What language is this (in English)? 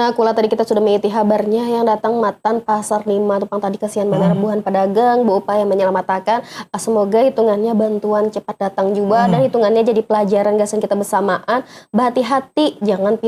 Banjar